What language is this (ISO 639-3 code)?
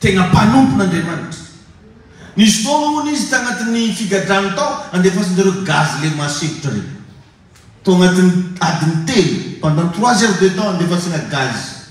mlg